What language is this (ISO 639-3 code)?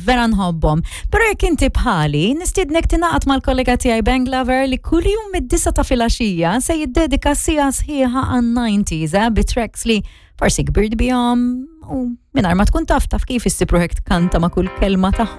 mlt